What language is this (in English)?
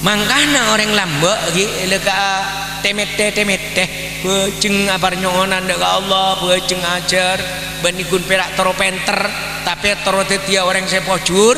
Madurese